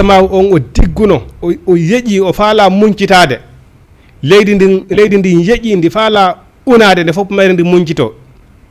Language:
Fula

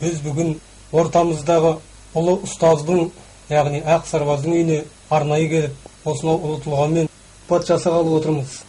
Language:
Kazakh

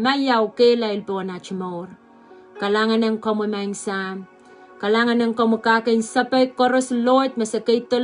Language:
Pohnpeian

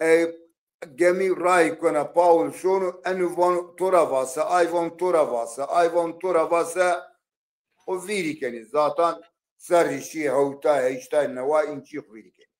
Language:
Zaza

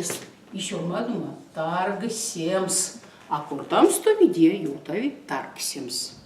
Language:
Erzya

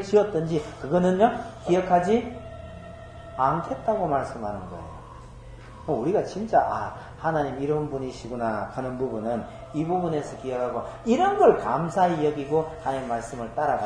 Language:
Korean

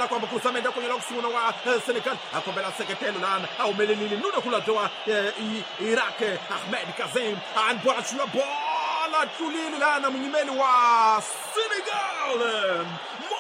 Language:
Tsonga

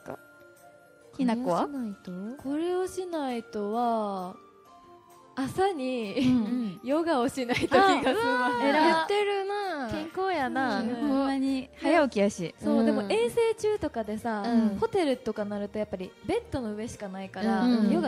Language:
Japanese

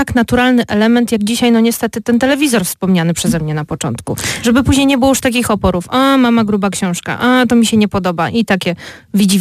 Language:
Polish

